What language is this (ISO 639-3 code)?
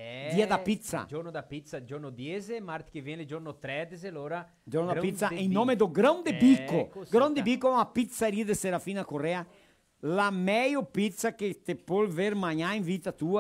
vec